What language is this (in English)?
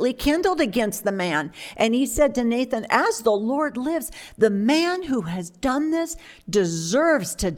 English